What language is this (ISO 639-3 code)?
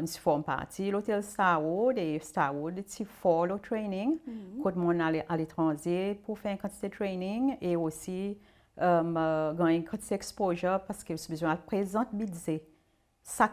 crs